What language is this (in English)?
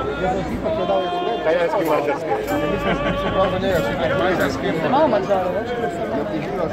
Croatian